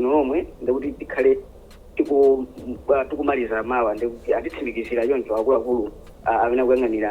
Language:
Nyanja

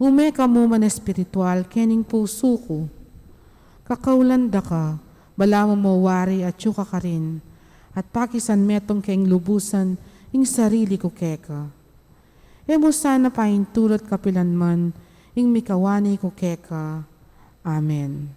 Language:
Pampanga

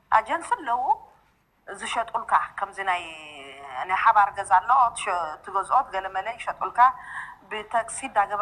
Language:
Tigrinya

